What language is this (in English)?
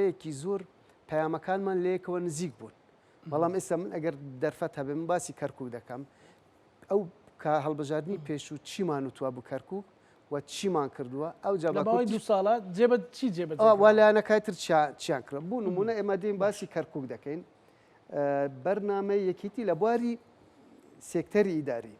Central Kurdish